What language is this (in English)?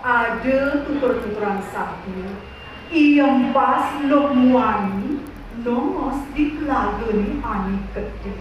Balinese